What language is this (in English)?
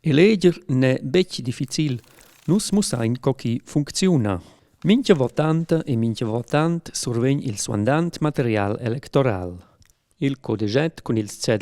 Romansh